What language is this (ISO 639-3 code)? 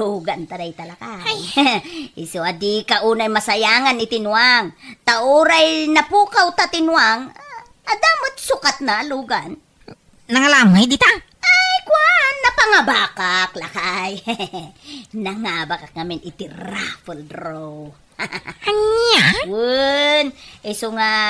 ilo